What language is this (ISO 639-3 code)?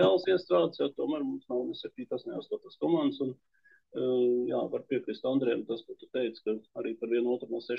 lav